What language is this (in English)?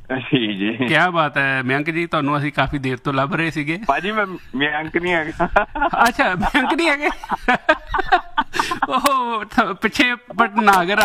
Punjabi